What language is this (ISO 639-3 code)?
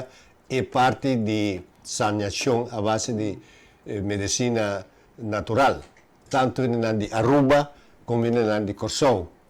pap